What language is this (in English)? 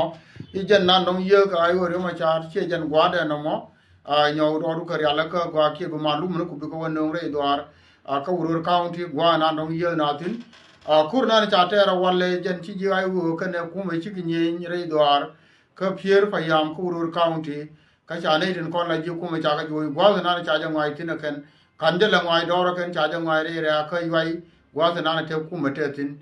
Nuer